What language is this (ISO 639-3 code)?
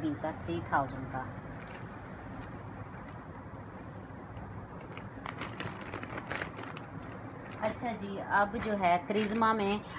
hin